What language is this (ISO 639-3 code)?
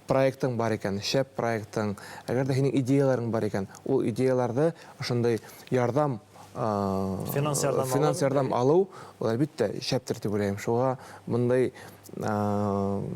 bak